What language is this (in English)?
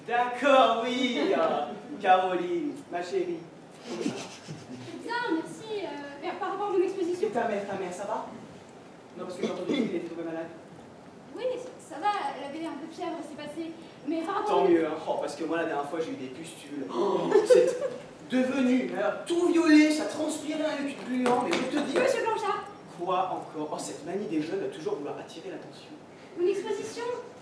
French